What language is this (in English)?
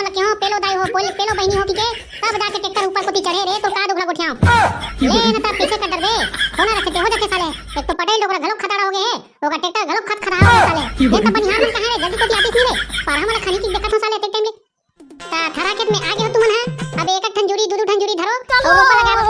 Chhattisgarhi